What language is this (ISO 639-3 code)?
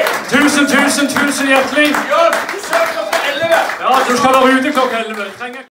nor